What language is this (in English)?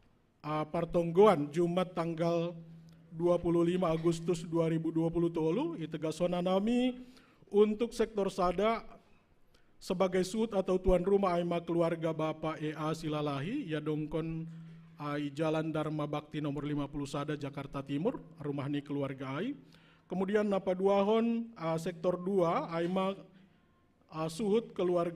Batak Simalungun